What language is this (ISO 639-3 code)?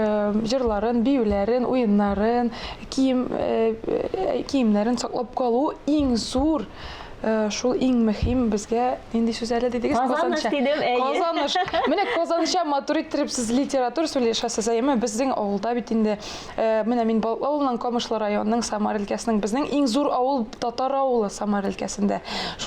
tat